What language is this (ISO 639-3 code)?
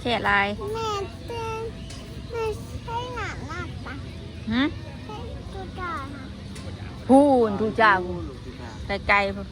tts